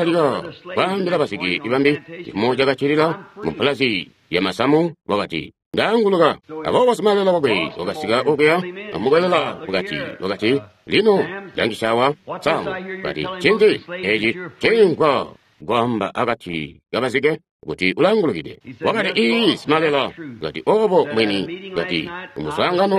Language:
Tonga (Zambia)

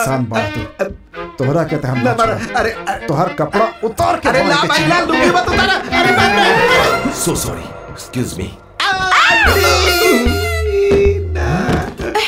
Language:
Bhojpuri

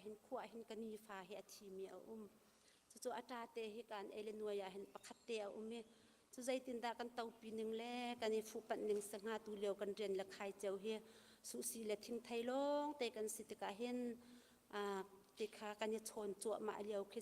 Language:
Hakha Chin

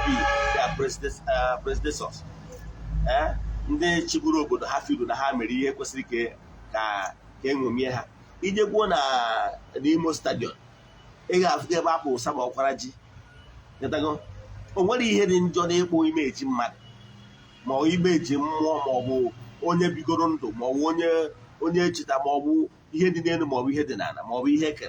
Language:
Igbo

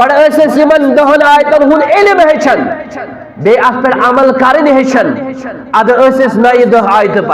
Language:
Kashmiri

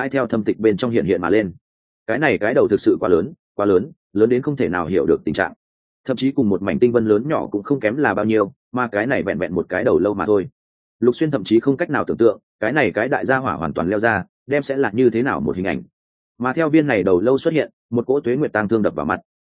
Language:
Vietnamese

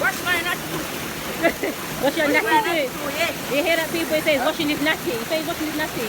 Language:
Jamaican Creole English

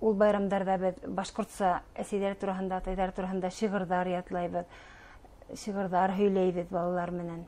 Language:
Bashkir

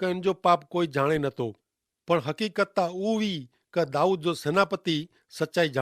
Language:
Kachhi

